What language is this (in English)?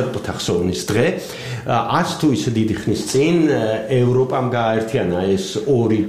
Georgian